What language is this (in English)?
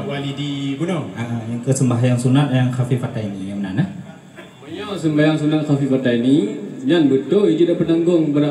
Achinese